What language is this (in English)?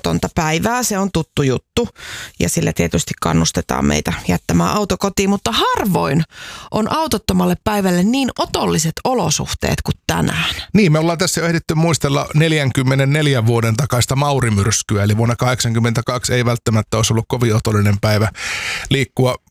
Finnish